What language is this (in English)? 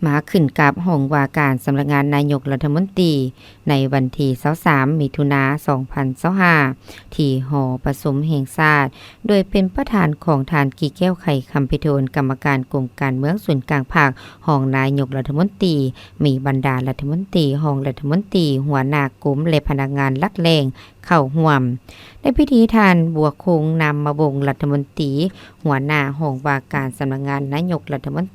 Lao